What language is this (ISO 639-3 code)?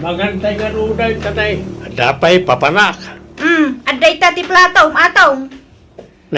ilo